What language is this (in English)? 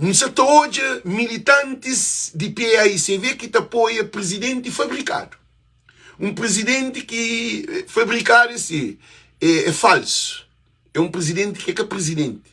Kabuverdianu